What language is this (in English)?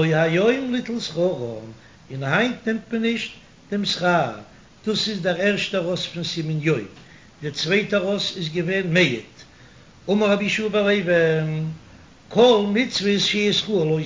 Yiddish